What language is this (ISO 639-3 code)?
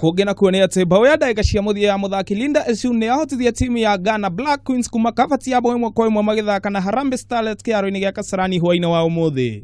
kik